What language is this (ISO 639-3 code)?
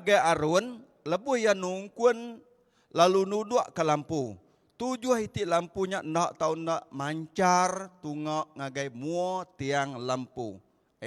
iba